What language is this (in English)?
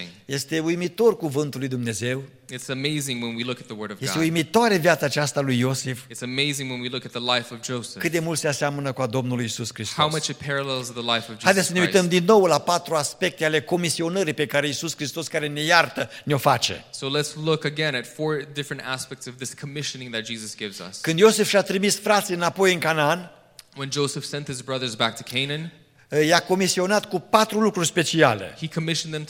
Romanian